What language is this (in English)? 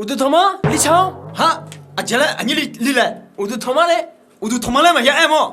Akha